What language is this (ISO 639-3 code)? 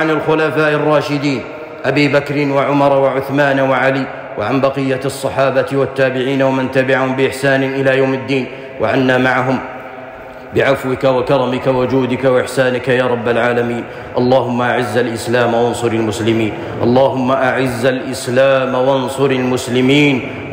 ara